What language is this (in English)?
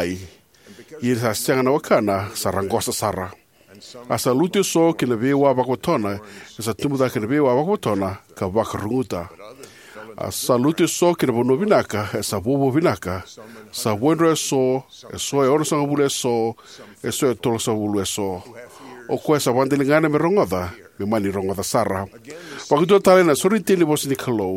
Fijian